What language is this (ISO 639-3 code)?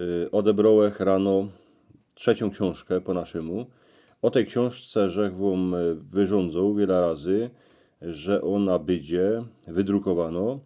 szl